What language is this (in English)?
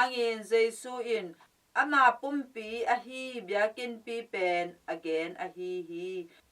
Tedim Chin